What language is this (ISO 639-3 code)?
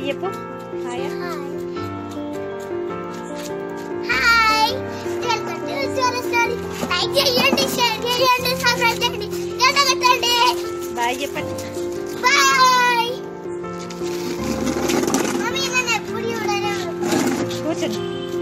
tel